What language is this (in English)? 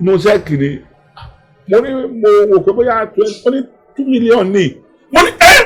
Yoruba